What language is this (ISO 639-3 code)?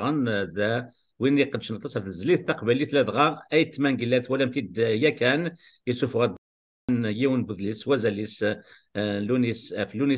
kab